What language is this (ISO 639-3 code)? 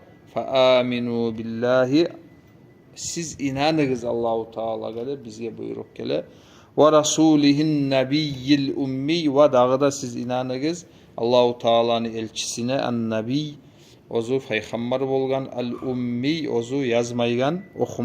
kum